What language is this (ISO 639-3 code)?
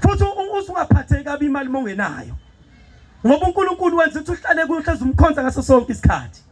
zul